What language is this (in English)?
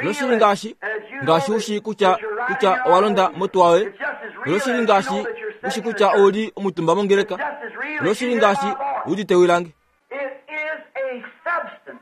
Kuanyama